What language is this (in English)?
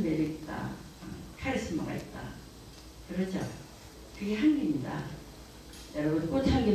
Korean